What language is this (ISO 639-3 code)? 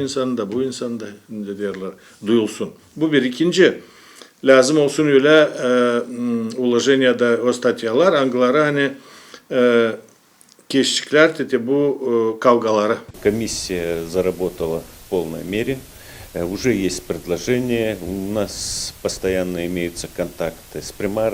gag